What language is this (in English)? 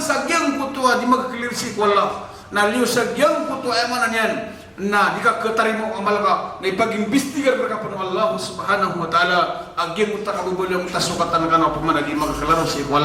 Maranao